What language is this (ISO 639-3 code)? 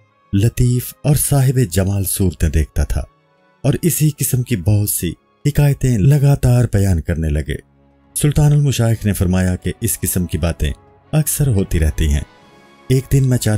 urd